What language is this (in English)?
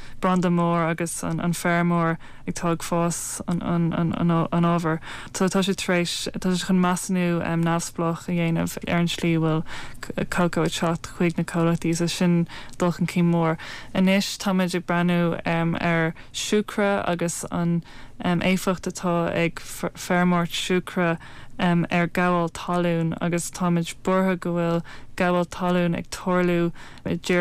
Irish